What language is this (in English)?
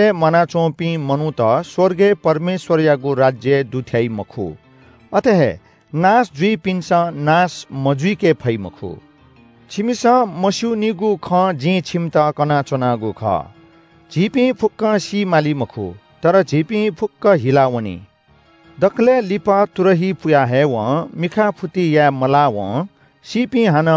Newari